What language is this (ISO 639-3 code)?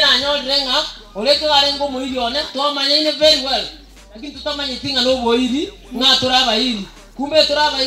swa